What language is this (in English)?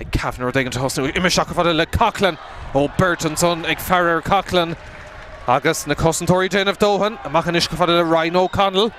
Irish